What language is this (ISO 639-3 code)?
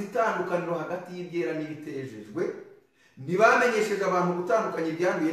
kin